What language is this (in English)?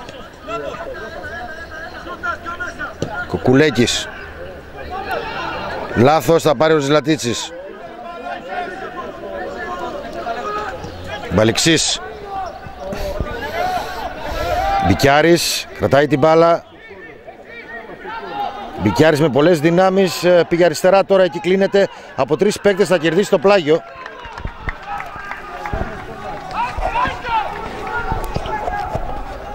Greek